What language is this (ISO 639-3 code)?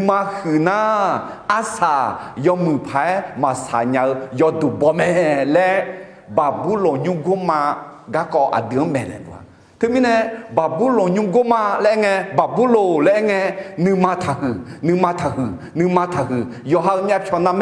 ahk